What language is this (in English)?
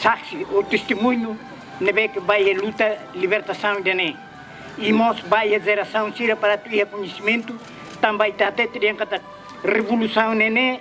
Tetum